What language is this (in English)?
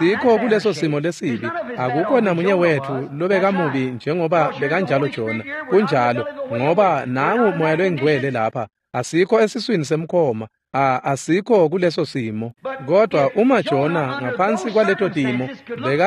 Swati